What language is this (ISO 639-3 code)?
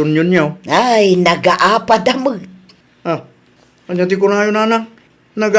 ilo